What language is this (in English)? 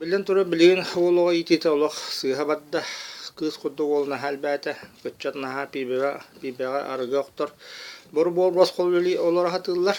Yakut